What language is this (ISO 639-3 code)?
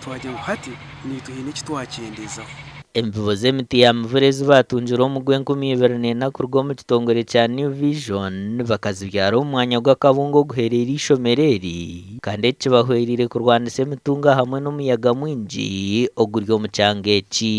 nyn